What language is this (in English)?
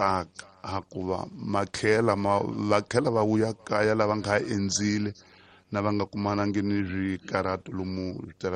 Tsonga